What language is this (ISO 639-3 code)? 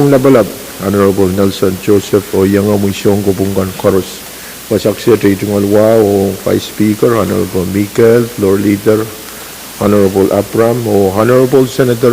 pon